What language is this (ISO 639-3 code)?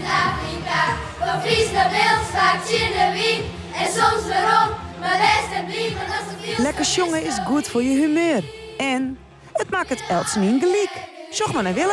fry